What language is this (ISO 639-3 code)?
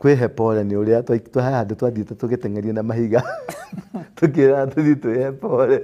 kik